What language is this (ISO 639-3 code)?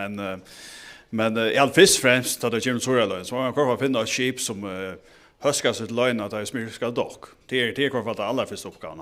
fao